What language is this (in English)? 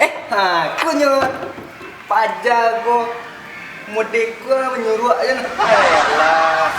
Minangkabau